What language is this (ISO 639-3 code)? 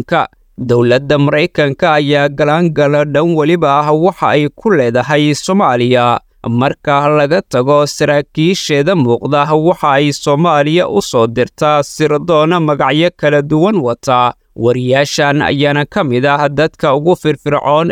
som